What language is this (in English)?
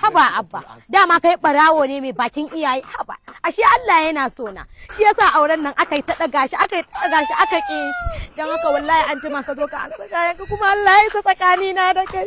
Hausa